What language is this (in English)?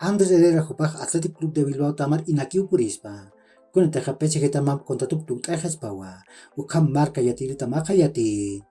Aymara